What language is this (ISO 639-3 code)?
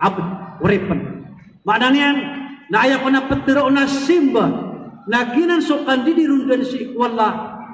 mrw